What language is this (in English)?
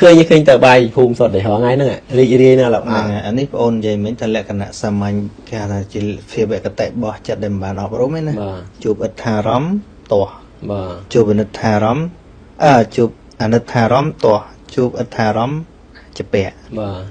Khmer